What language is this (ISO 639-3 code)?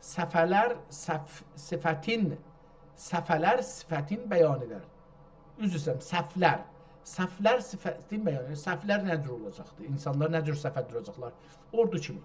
azb